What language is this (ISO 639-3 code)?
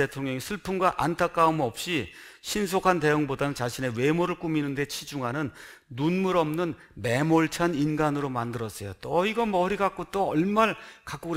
kor